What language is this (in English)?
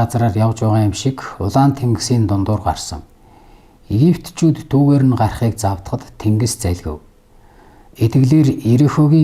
Mongolian